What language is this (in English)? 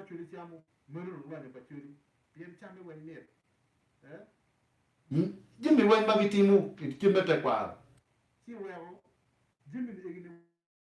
Acoli